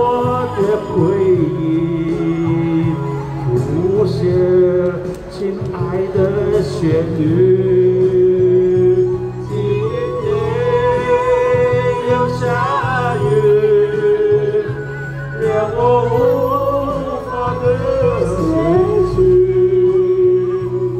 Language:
Chinese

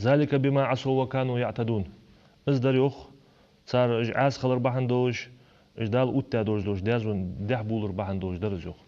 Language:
Ingush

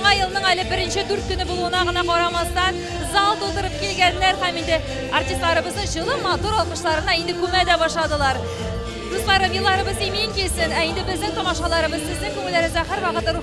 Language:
Tatar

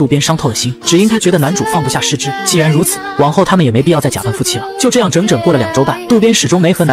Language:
Chinese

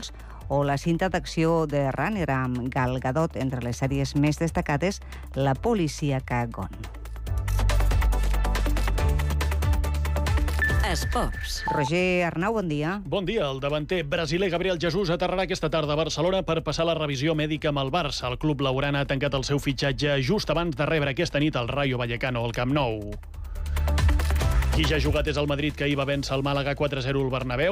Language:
Catalan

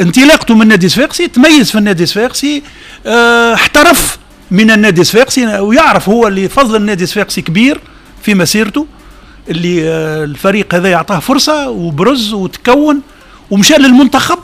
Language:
Tunisian Arabic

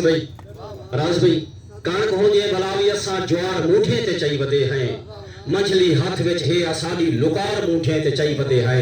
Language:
Saraiki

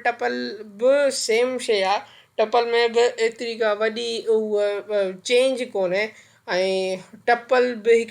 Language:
Sindhi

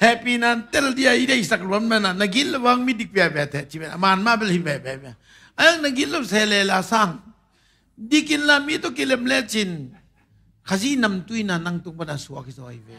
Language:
Tedim Chin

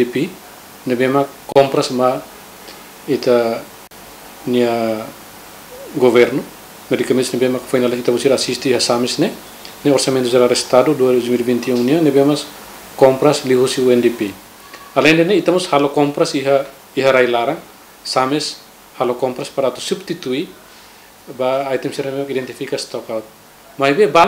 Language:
Tetum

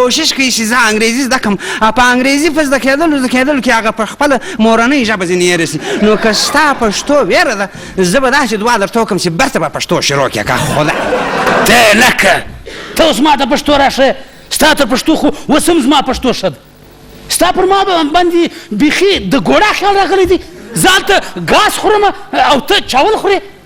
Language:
Pashto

